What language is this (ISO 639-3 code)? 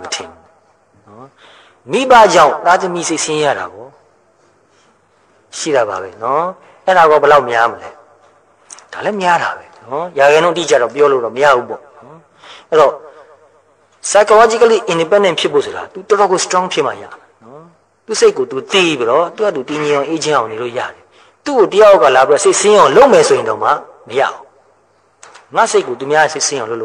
mya